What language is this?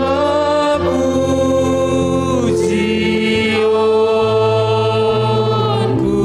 Batak Simalungun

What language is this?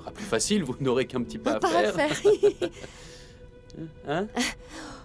French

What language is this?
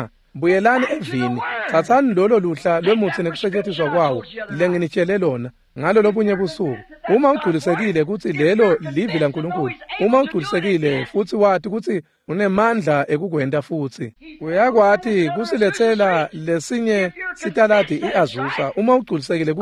Swati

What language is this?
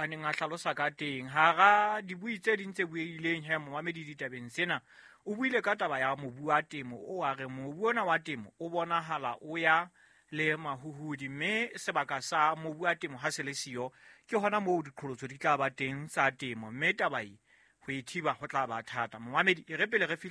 Southern Sotho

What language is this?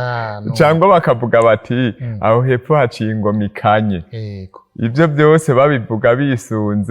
Rundi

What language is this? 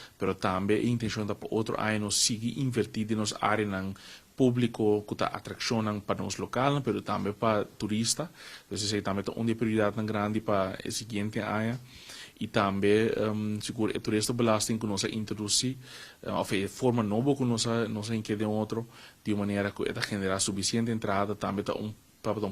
Papiamento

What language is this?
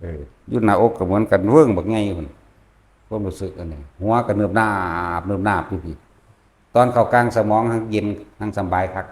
Northeastern Thai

